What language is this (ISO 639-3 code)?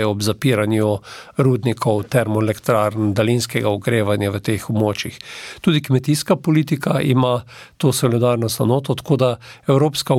slv